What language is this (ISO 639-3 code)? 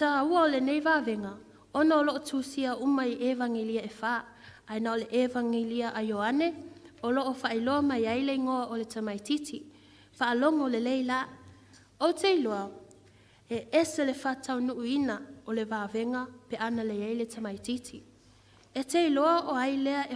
smo